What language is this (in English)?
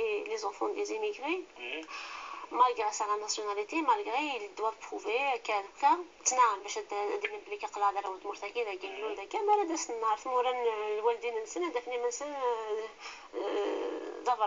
Kabyle